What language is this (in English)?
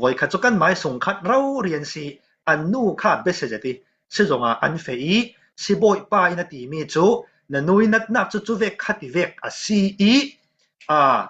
Falam Chin